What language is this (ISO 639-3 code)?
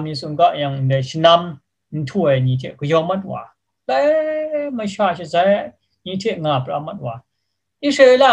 kac